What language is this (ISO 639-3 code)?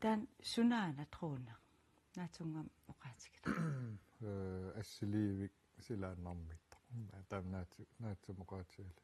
kal